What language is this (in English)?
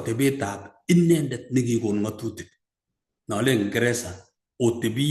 Kalenjin